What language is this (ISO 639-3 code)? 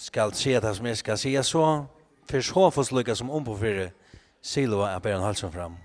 fao